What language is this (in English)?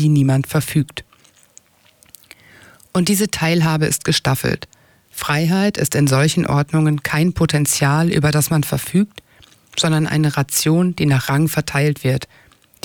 German